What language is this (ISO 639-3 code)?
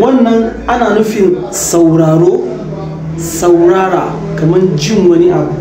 hau